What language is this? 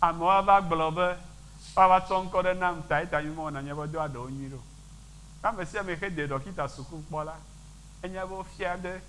Ewe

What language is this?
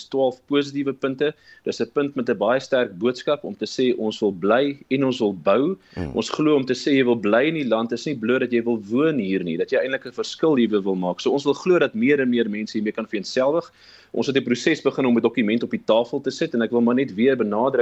Afrikaans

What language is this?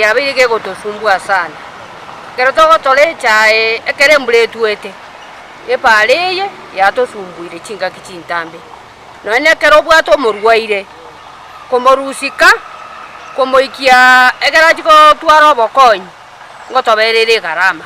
Gusii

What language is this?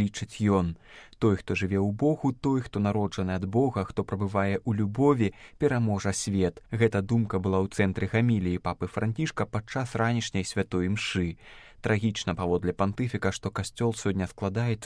Belarusian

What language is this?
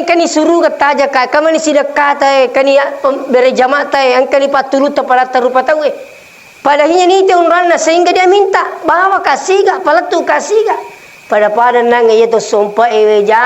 Buginese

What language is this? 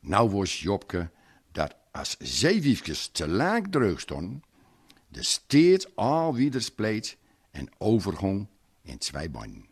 Gronings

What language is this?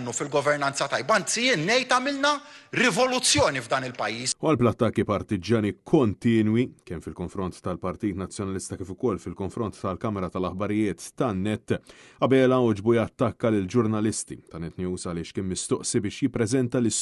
Maltese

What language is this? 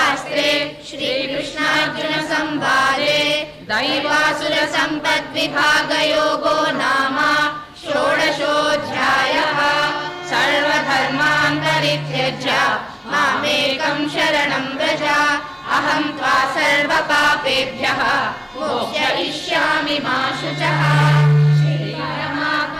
Sanskrit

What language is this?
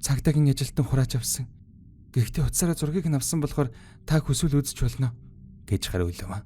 Mongolian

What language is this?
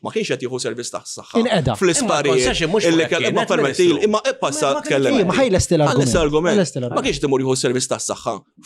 Maltese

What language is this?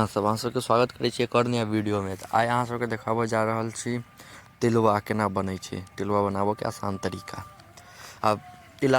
Maithili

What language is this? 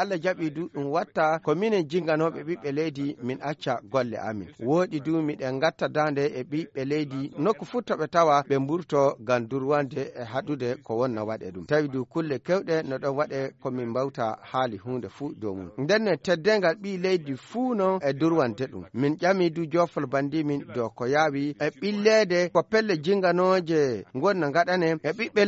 Fula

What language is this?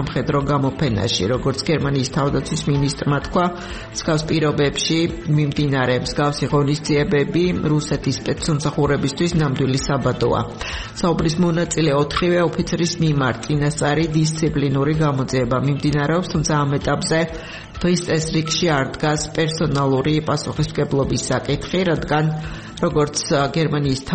Georgian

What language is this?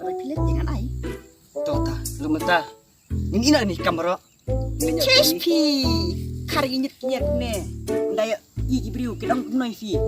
Khasi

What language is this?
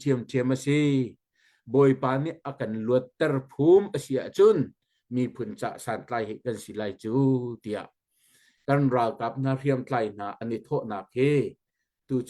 Hakha Chin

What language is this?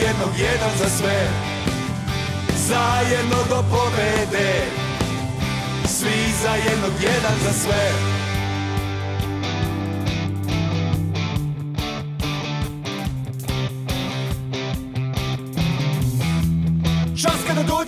Serbian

